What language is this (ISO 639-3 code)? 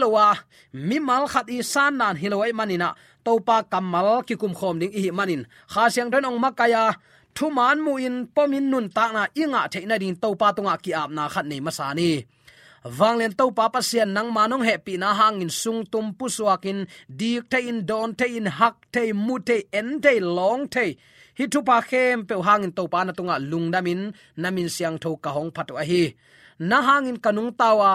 ctd